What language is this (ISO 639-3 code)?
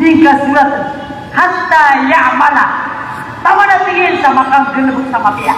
mrw